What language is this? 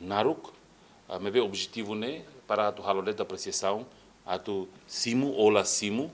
Tetum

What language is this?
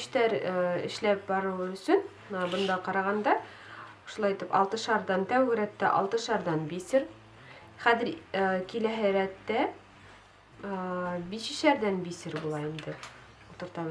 Bashkir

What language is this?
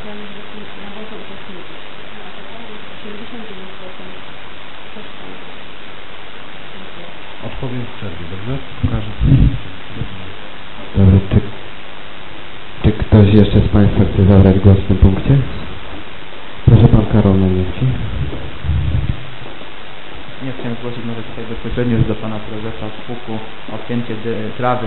Polish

